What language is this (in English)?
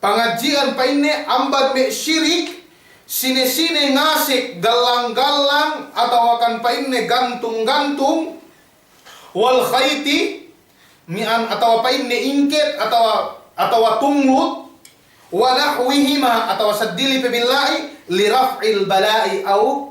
Yakan